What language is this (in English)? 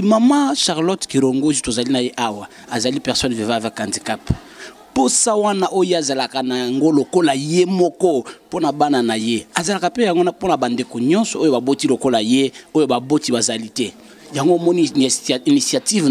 Lingala